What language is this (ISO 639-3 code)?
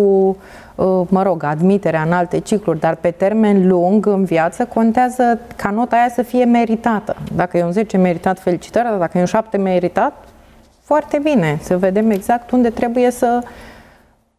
ron